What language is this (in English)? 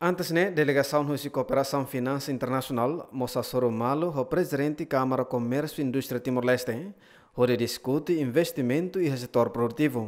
Tetum